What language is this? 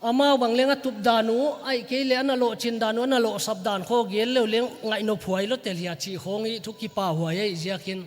Paite Chin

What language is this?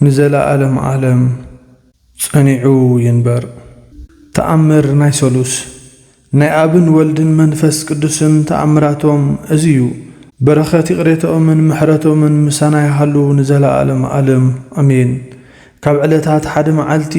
Tigrinya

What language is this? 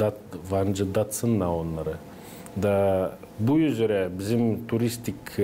Gagauz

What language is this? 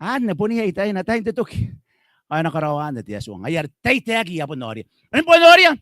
Gilbertese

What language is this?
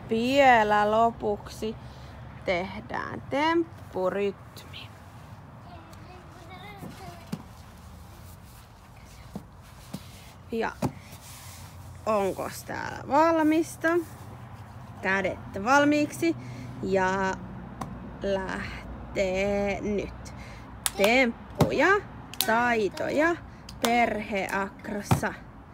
Finnish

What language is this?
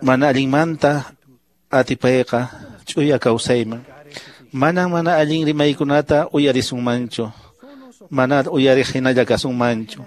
Quechua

